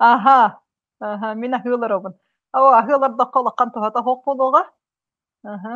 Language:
Yakut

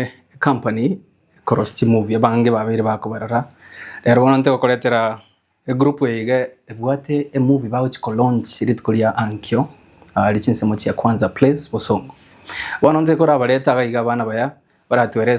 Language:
Gusii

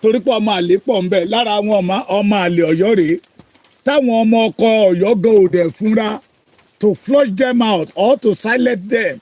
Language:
Yoruba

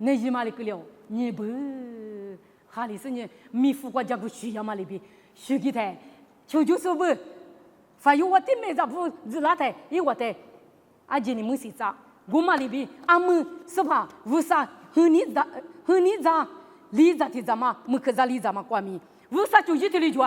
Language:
Lisu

